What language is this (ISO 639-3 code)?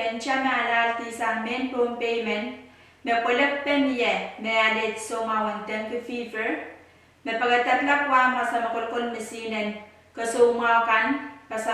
pon